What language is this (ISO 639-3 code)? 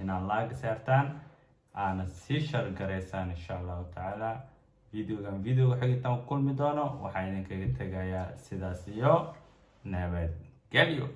som